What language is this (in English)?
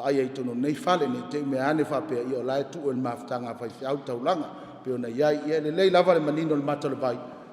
Samoan